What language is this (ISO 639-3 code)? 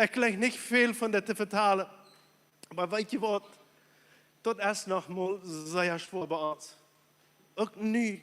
pdt